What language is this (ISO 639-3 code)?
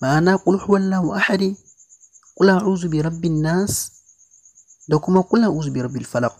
hau